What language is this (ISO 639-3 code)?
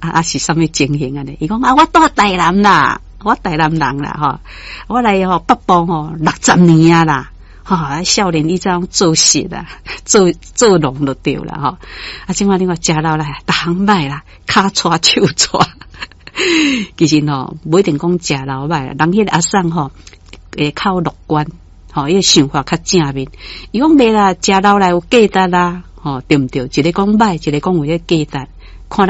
nan